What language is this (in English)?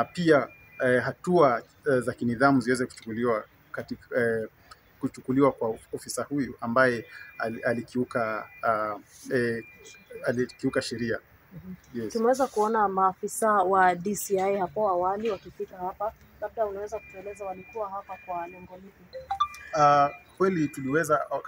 Swahili